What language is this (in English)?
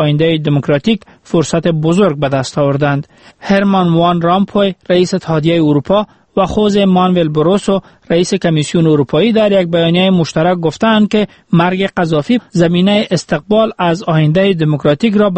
Persian